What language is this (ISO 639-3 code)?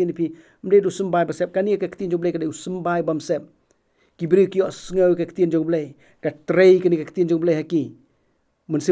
kha